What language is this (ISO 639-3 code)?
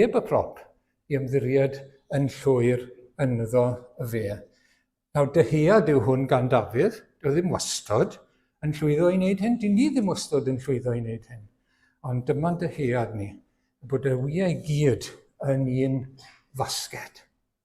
cym